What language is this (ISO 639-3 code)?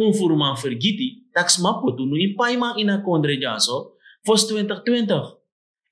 srn